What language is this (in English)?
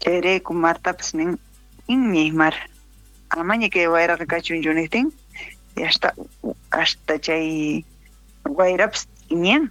South Bolivian Quechua